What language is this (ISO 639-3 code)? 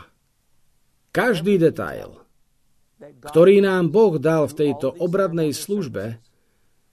slk